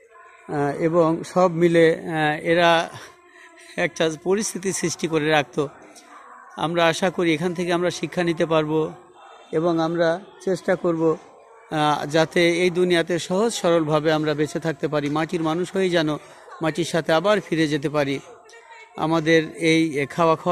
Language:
Bangla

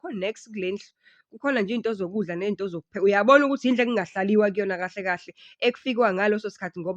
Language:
Zulu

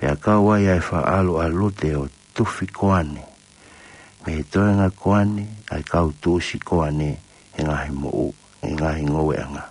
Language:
Tongan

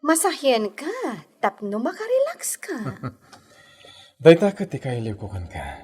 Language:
Iloko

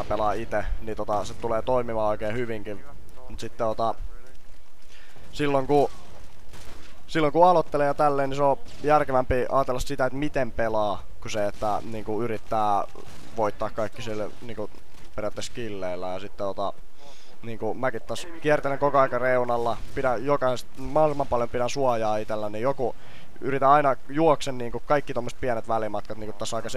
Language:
Finnish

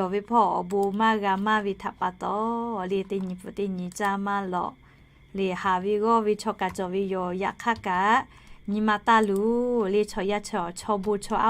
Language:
Lahu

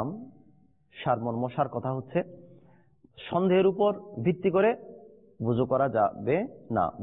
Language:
Bangla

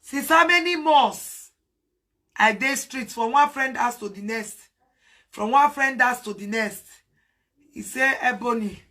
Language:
Nigerian Pidgin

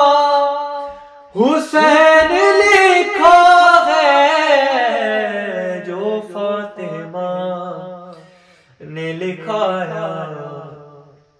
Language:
Urdu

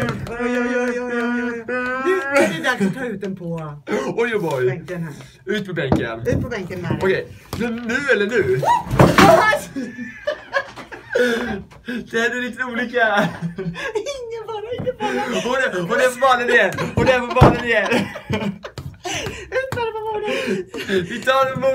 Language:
Swedish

